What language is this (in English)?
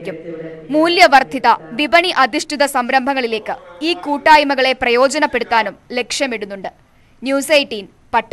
Malayalam